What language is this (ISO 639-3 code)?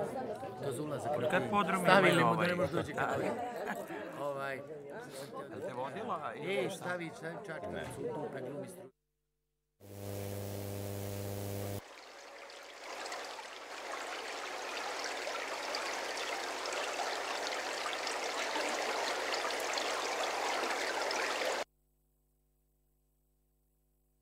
srp